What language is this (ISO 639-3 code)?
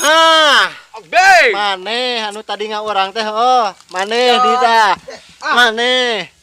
sun